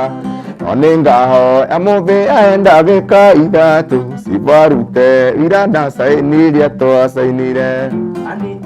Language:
Kikuyu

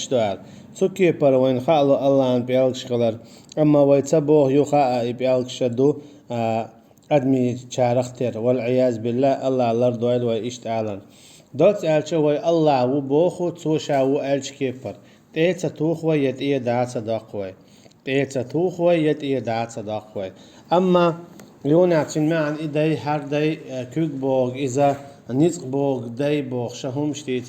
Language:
Chechen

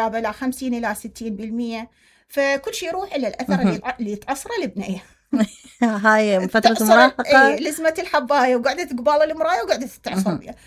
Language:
Mesopotamian Arabic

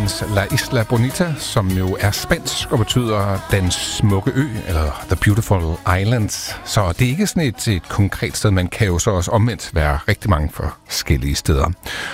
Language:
Danish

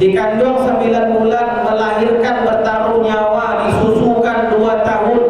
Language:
Minangkabau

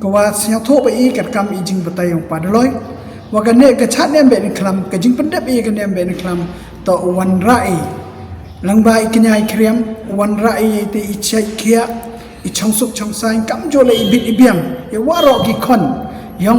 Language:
Khasi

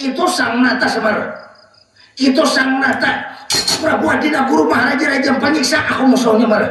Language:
Banjar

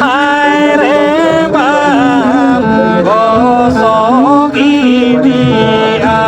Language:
Santali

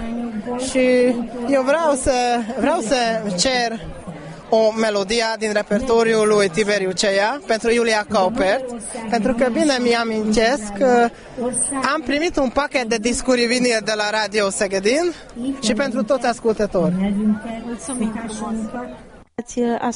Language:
Romanian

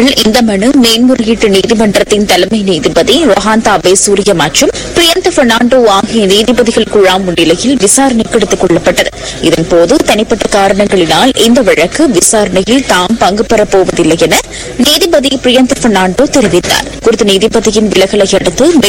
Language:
Tamil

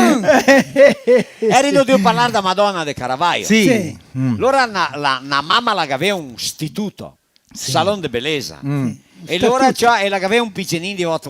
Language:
Venetian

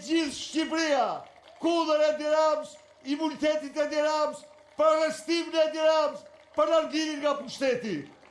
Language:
Albanian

